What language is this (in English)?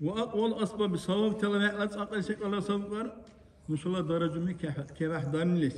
Dargwa